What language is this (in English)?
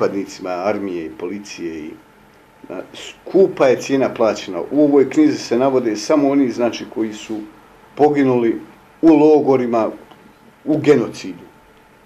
Bosnian